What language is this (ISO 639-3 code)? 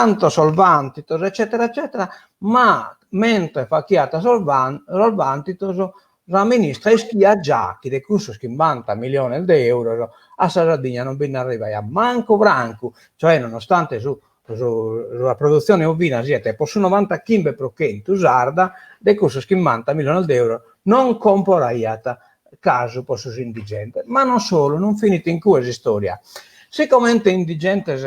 srd